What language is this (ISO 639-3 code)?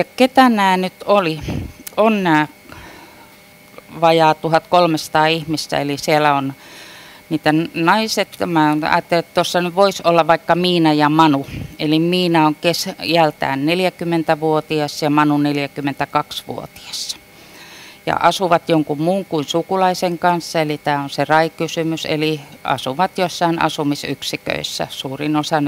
fin